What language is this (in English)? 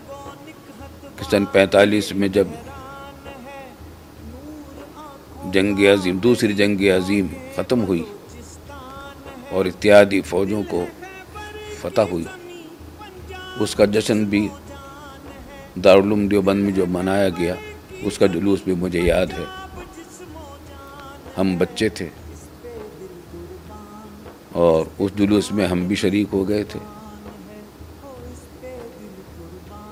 Urdu